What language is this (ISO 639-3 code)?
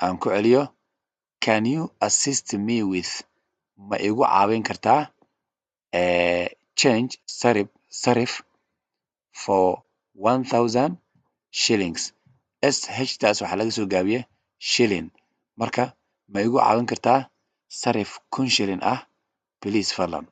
som